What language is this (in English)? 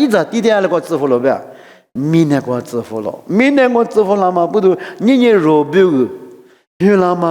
Lisu